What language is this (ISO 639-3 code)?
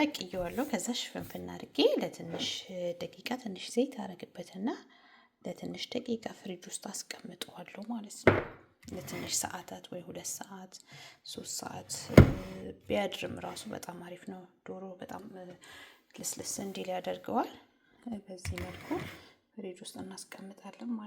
amh